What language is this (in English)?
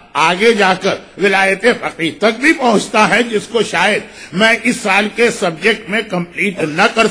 Urdu